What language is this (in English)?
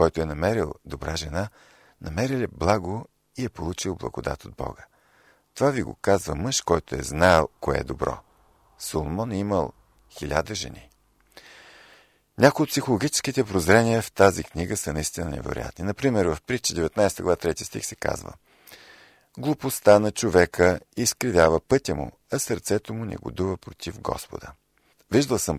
Bulgarian